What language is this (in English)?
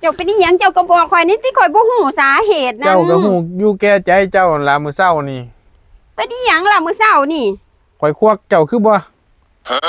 Lao